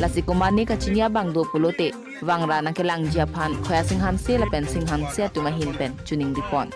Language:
Karbi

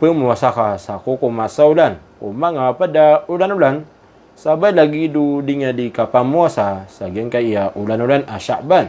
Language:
Maranao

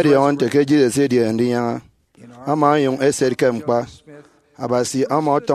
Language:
Efik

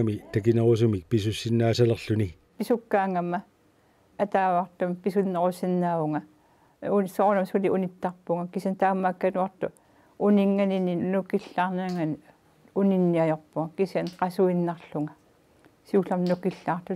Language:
Kalaallisut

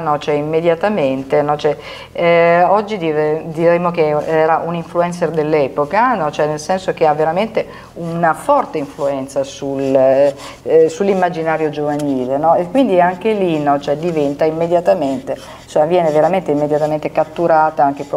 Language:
Italian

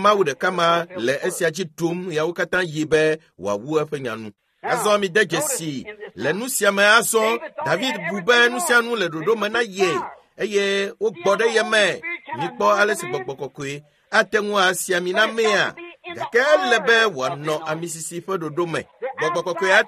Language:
Ewe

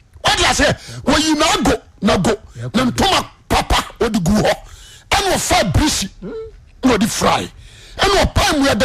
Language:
Akan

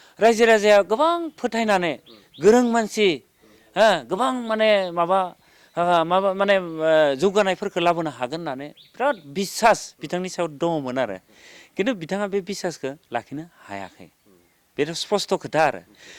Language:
Bodo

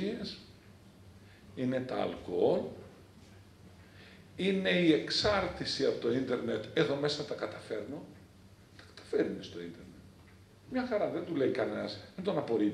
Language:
Greek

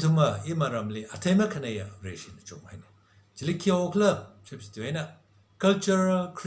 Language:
Tangkhul Naga (India)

